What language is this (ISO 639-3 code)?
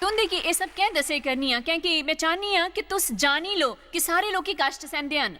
doi